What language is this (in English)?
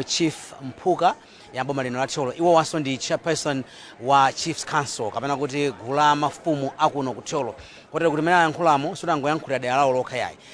Nyanja